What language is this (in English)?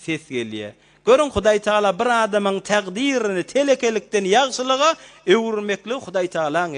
Turkmen